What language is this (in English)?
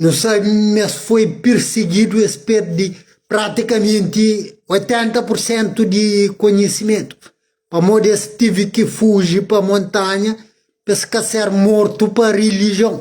Kabuverdianu